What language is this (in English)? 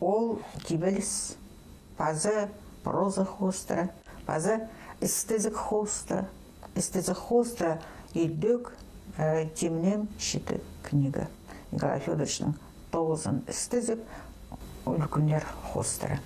Khakas